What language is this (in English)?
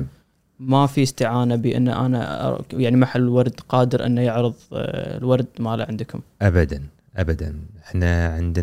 Gulf Arabic